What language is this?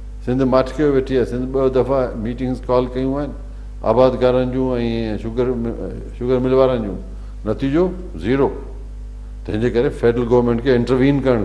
Sindhi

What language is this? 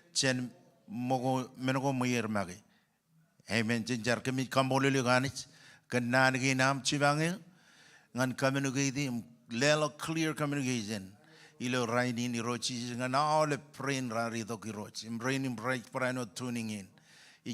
Marshallese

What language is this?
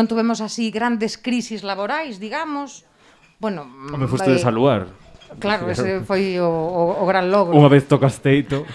Galician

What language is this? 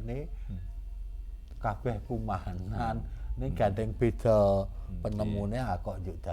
Javanese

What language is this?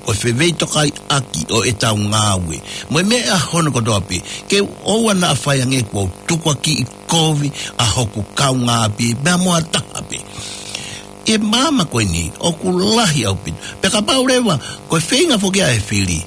Tongan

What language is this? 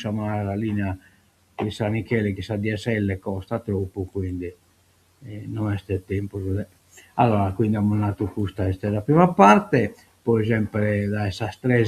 Sardinian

